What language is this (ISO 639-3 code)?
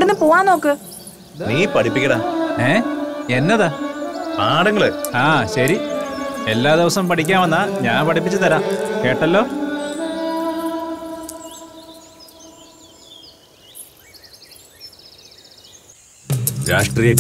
mal